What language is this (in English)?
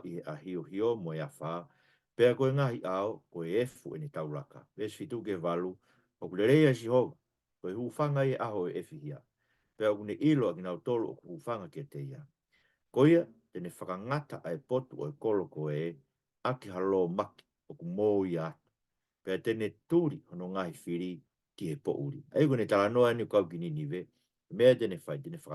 Tongan